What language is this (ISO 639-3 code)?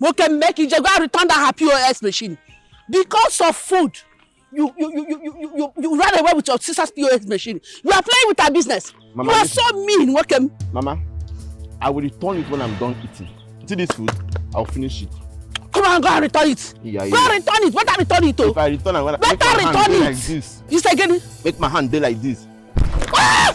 pcm